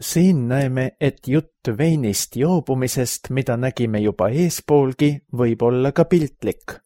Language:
Estonian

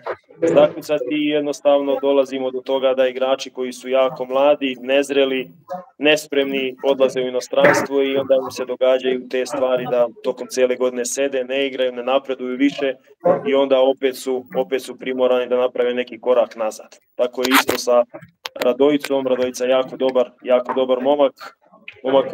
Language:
Serbian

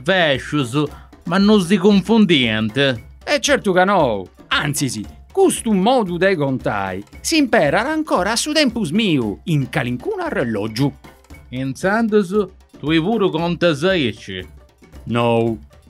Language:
Sardinian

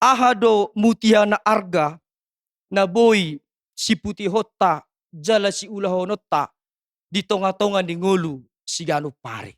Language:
Batak Toba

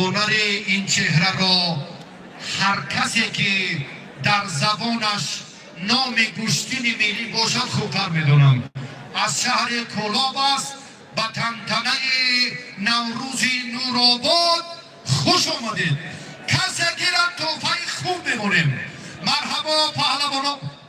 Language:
Tajik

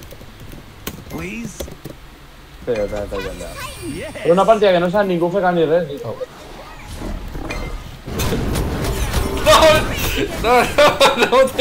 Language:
Catalan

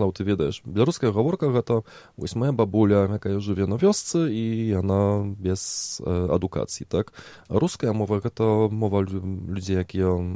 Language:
Belarusian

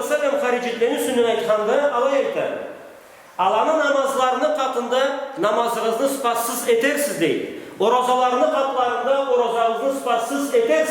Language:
Karachay-Balkar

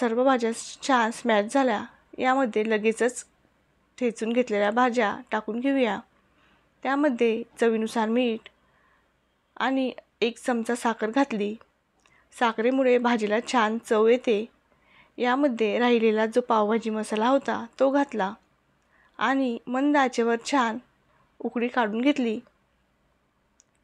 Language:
Marathi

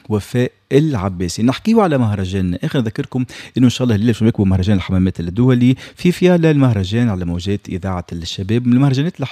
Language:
Tunisian Arabic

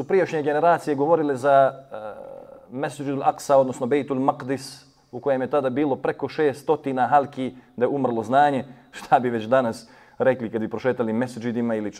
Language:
Bosnian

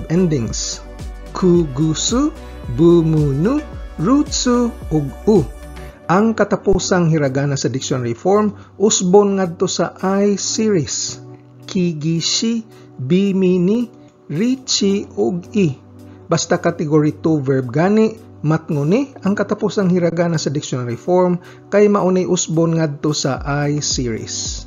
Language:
Cebuano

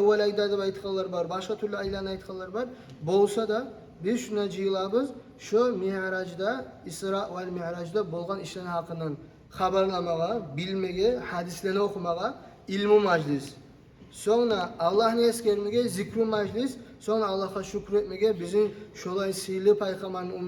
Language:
Kumyk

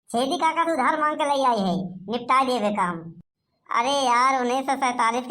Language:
Awadhi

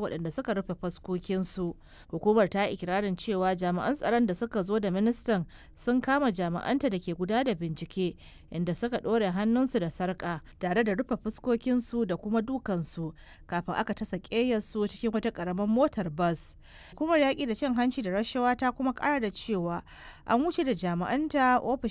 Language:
Hausa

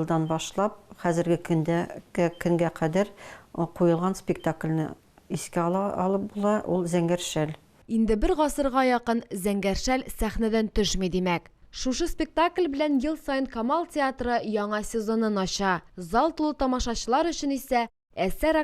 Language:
Tatar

